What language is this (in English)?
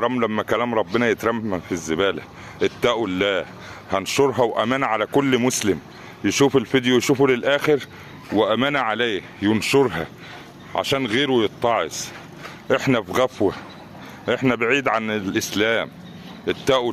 Egyptian Arabic